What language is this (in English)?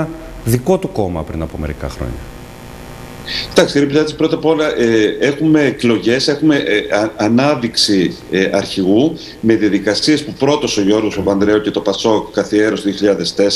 Greek